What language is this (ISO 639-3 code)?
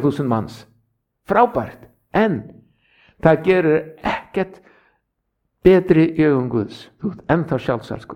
isl